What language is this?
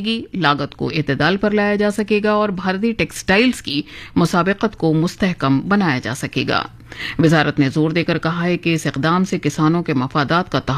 Urdu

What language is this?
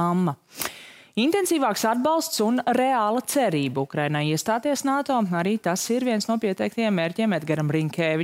Latvian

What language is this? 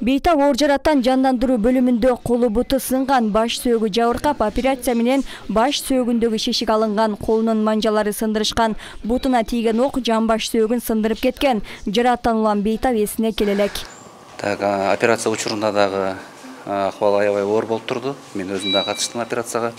Kyrgyz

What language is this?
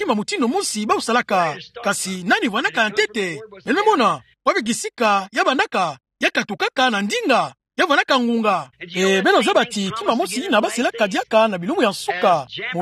Kituba (Democratic Republic of Congo)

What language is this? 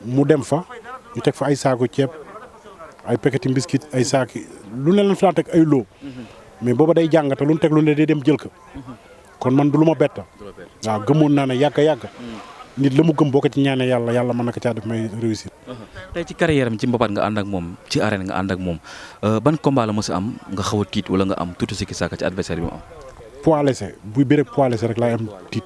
Wolof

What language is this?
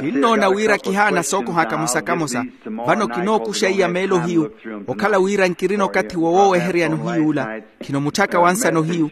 Makhuwa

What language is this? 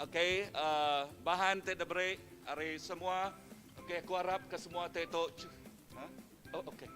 Iban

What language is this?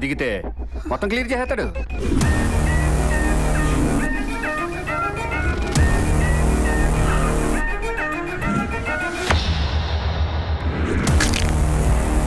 Telugu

